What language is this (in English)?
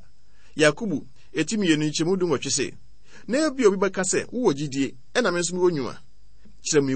Akan